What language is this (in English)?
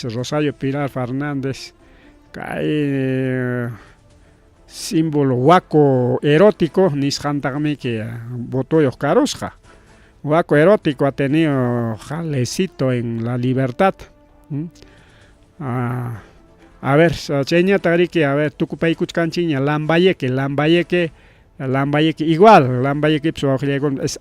Ayacucho Quechua